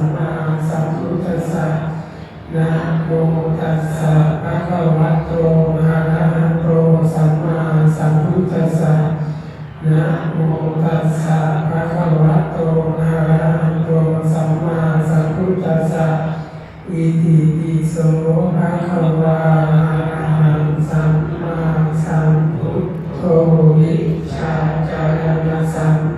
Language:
Pali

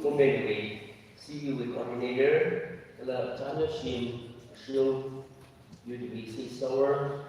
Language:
Tangkhul Naga (India)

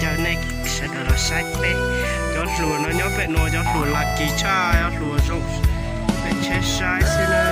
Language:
Hmong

